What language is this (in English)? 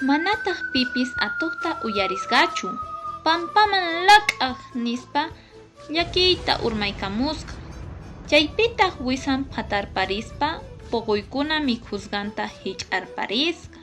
Quechua